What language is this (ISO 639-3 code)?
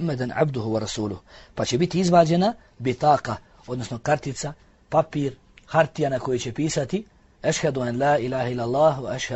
bos